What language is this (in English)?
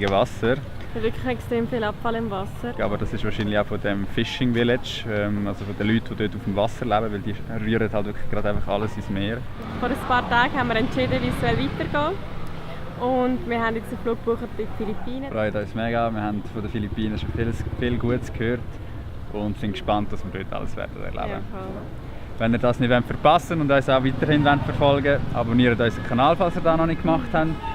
Swiss German